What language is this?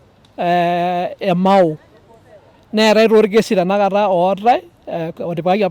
Masai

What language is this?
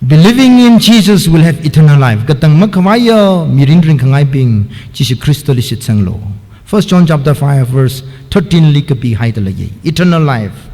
Tangkhul Naga (India)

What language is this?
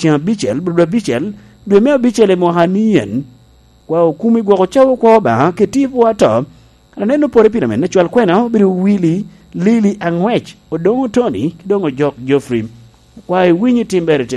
Lango (Uganda)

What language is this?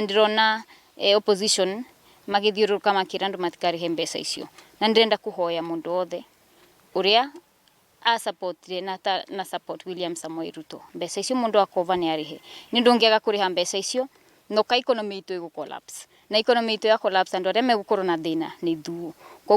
Kikuyu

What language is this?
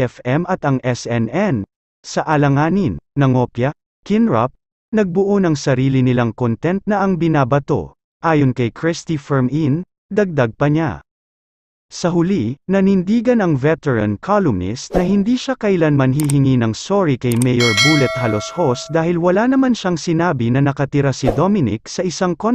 Filipino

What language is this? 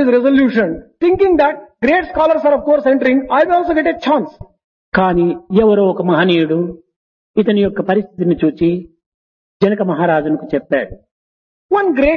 Telugu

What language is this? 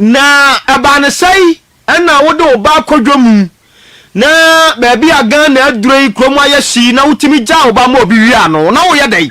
Akan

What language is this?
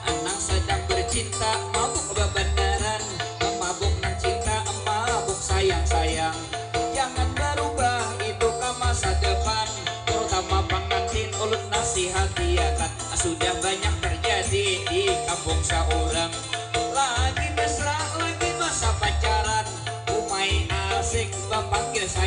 Banjar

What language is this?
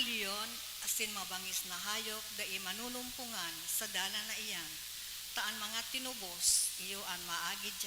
Bikol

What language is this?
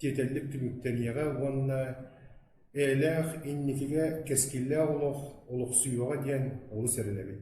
Yakut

